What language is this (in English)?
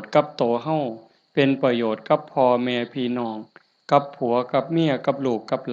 Northeastern Thai